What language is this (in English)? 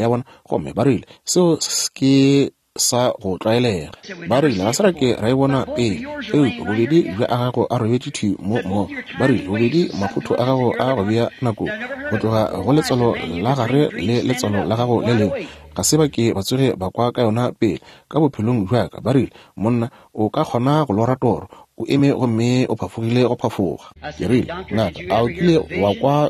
Northern Sotho